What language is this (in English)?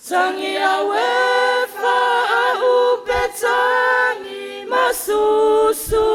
Samoan